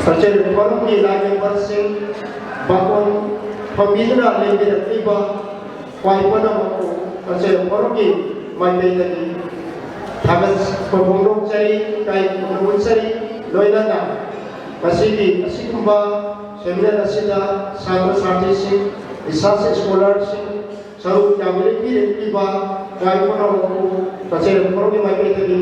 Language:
Manipuri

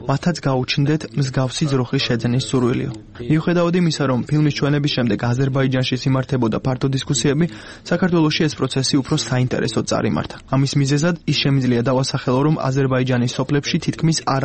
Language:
Georgian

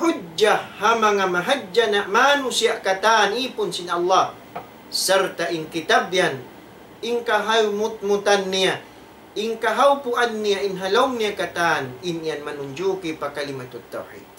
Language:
Tausug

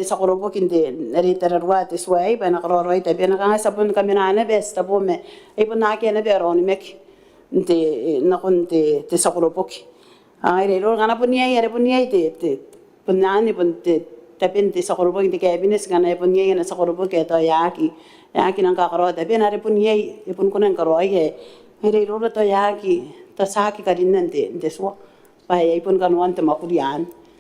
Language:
Gilbertese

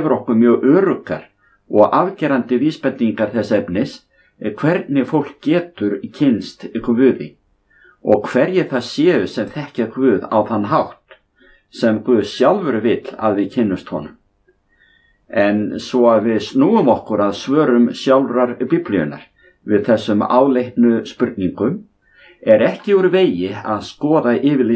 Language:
Icelandic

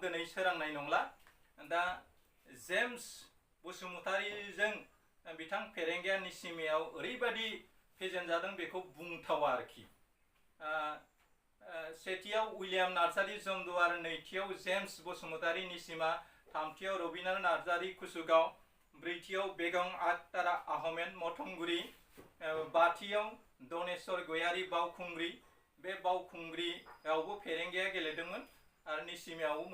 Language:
Bodo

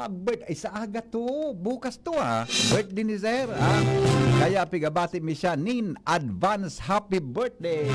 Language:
Bikol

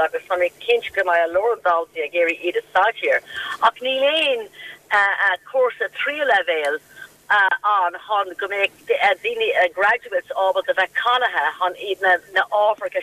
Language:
Irish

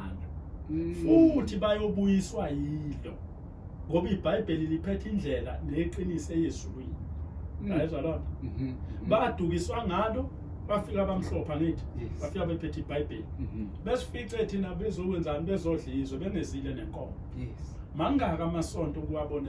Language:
Zulu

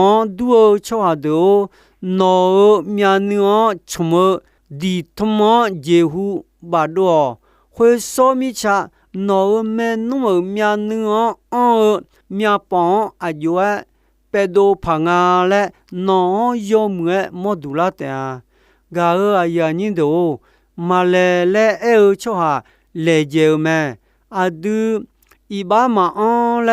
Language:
Akha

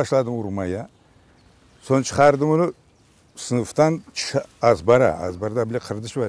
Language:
Crimean Tatar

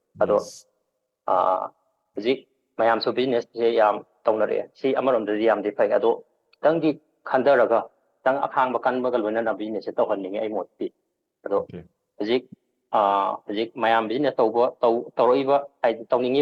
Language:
Manipuri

